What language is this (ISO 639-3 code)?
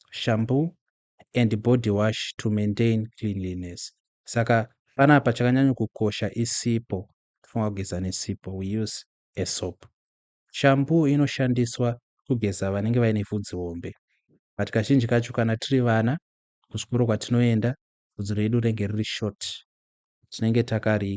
sna